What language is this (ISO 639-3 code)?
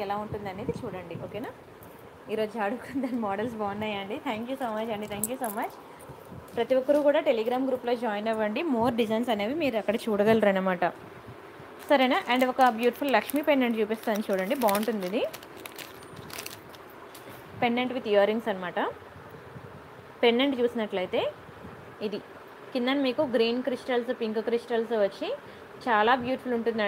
tel